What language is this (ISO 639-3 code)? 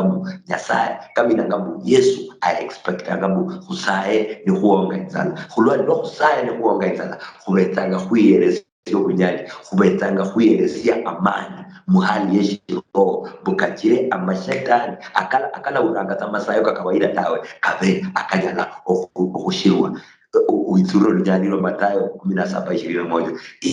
luy